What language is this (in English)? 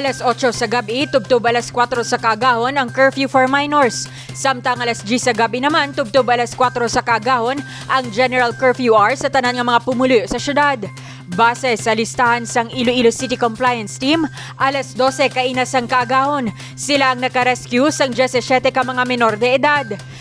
Hiligaynon